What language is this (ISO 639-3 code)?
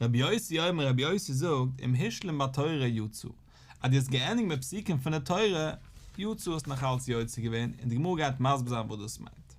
yid